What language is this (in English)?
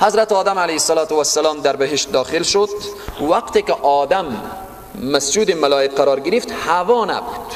Persian